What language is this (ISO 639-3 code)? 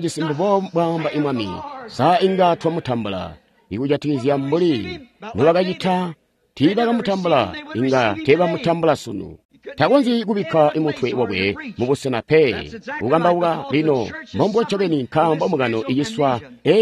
toi